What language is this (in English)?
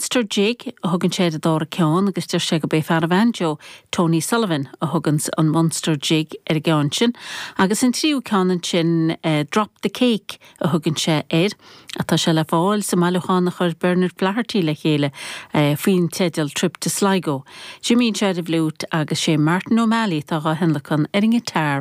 Irish